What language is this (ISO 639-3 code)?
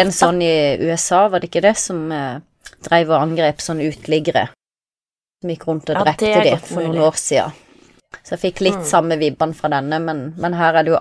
nor